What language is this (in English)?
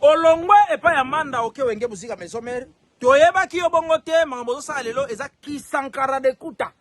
Lingala